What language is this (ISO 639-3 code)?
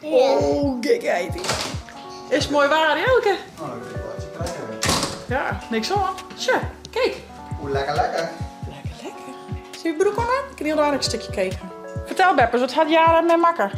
fry